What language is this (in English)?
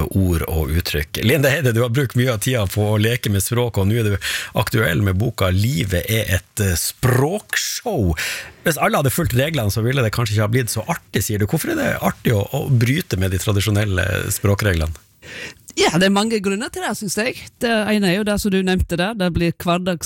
Norwegian